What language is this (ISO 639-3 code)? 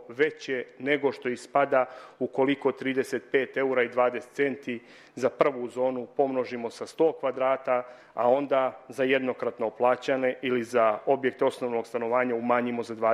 srp